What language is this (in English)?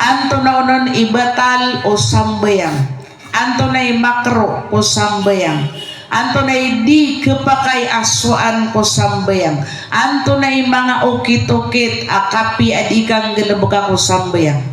Maranao